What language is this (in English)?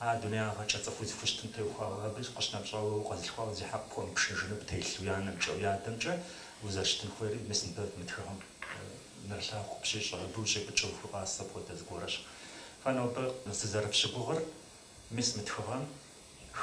Kabardian